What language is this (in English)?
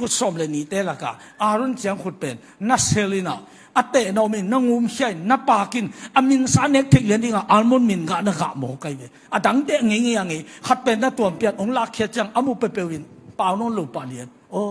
Tedim Chin